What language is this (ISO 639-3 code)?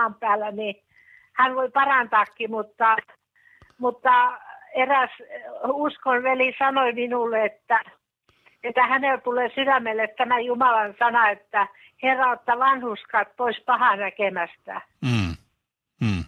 fin